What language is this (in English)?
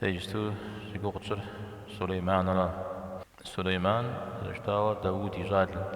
Kabardian